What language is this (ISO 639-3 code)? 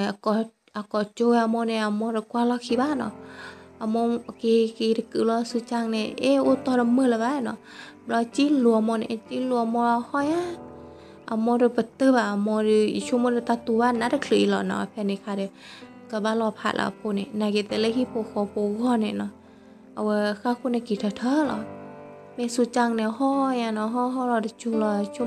ksw